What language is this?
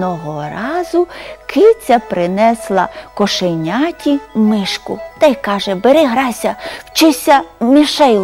Ukrainian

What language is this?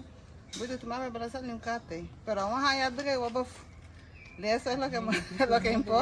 Garifuna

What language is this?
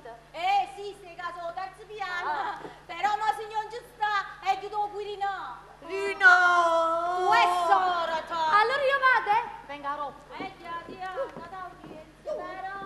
Neapolitan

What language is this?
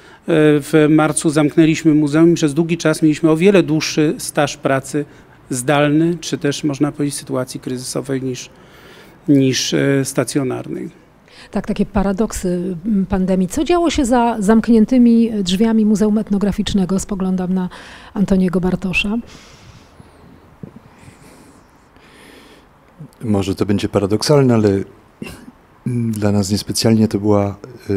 Polish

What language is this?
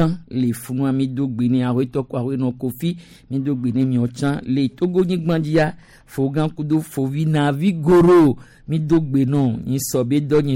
Gen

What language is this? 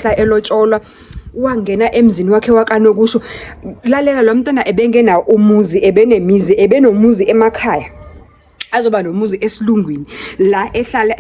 Zulu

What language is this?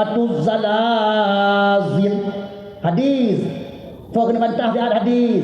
Achinese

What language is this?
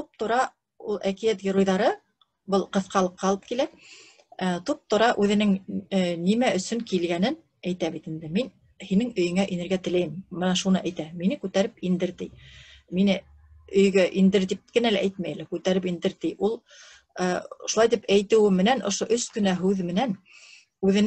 Bashkir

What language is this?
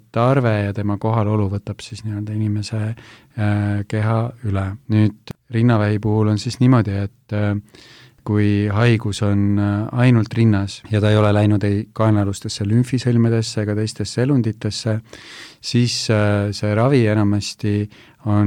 Estonian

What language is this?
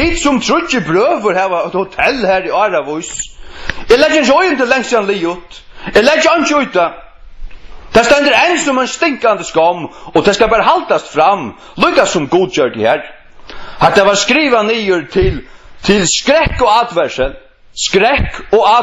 Faroese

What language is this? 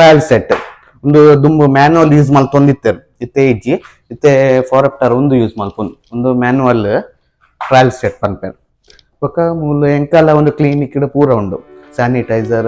Tulu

